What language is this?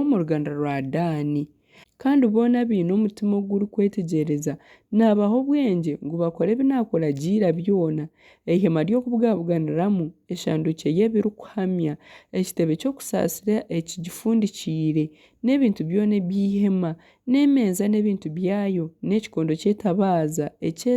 Nyankole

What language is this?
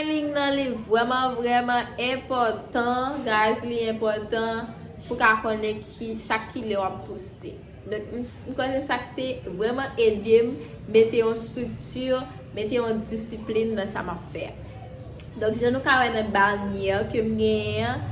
Haitian Creole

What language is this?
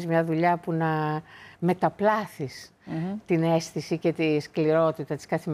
Greek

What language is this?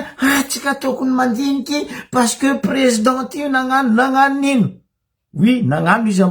Malagasy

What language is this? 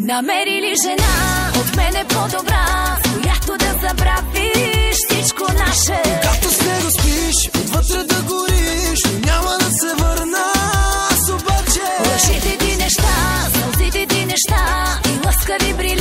Bulgarian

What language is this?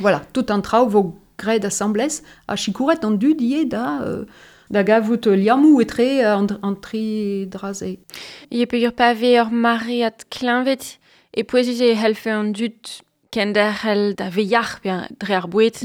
Breton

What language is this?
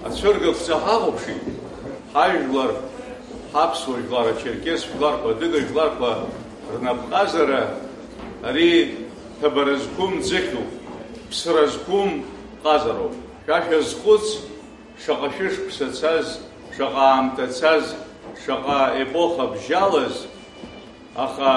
Abkhazian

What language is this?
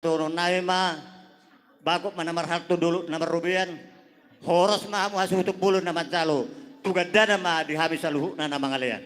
Batak Toba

